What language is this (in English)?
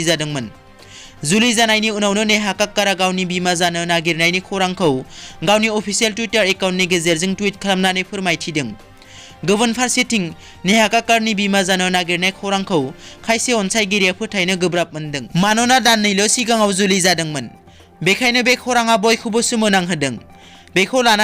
Bodo